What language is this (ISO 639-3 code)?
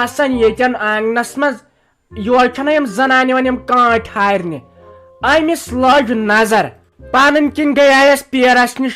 kas